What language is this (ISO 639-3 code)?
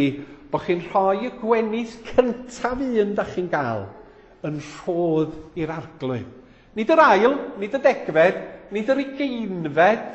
cym